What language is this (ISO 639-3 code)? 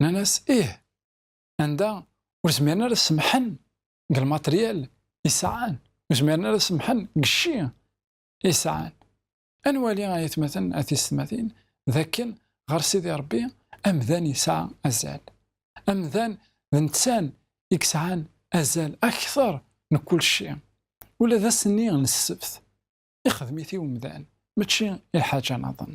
kab